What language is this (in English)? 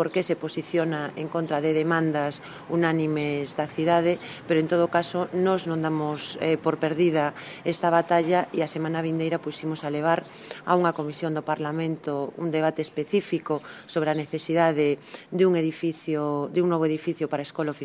Galician